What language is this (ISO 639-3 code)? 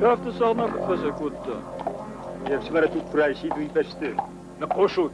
oss